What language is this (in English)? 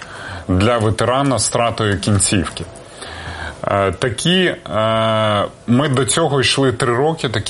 Ukrainian